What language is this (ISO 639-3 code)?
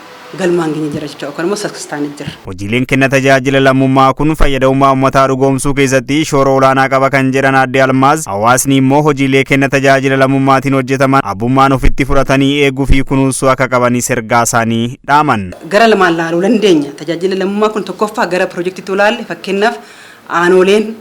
orm